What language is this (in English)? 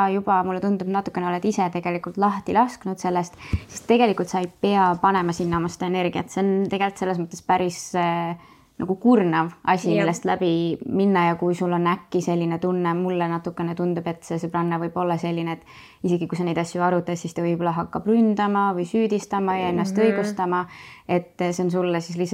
Estonian